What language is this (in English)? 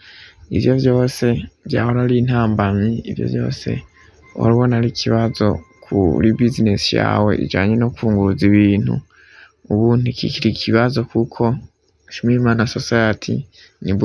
Rundi